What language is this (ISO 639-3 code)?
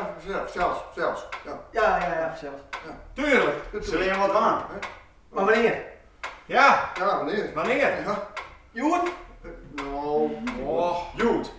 fry